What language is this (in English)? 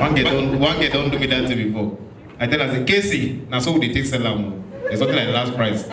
Nigerian Pidgin